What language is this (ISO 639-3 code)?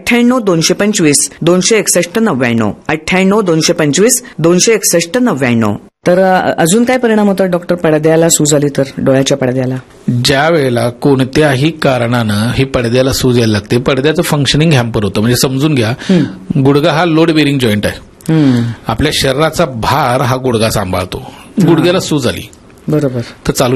mar